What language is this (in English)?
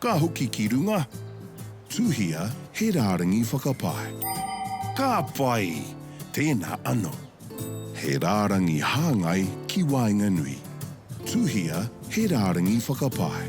Māori